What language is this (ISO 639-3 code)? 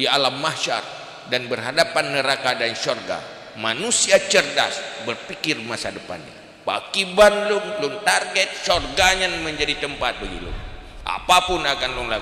ace